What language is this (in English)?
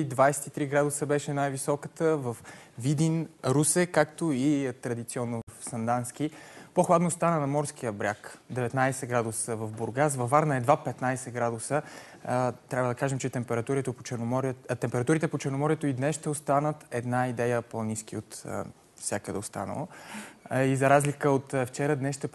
Bulgarian